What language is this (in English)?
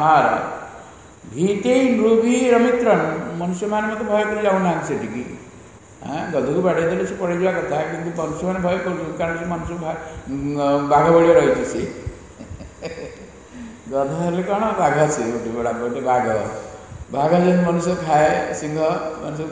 Odia